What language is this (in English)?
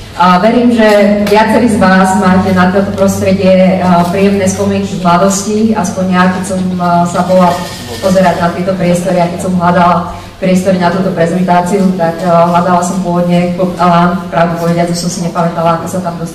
Slovak